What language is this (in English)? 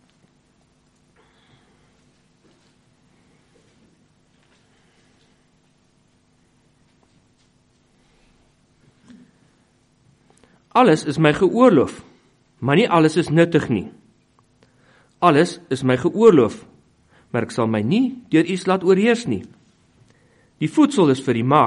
Afrikaans